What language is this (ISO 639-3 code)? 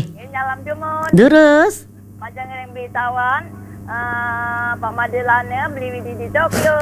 ban